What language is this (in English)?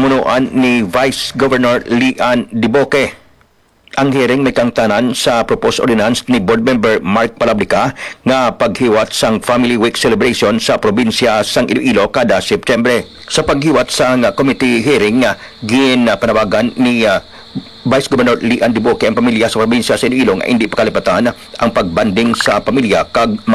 Hiligaynon